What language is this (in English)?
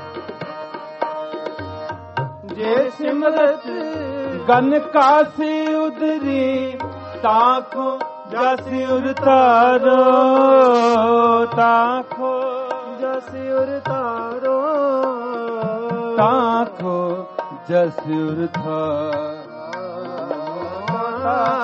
Punjabi